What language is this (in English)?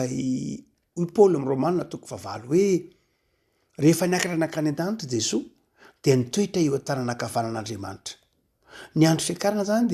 Malagasy